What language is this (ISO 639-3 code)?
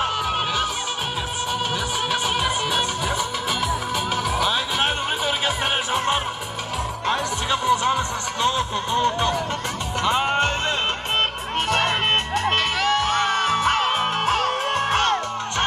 tur